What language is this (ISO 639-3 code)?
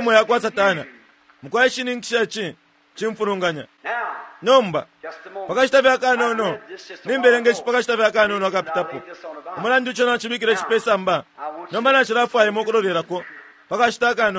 bem